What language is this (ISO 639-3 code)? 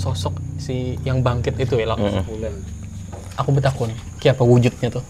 bjn